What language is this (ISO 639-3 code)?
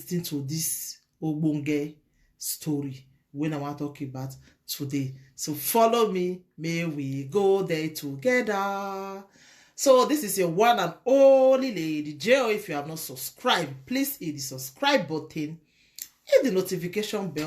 pcm